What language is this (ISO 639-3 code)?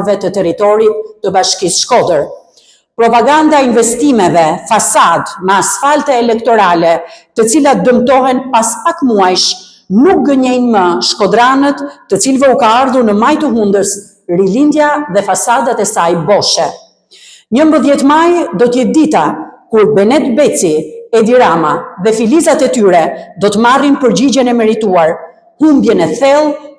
sqi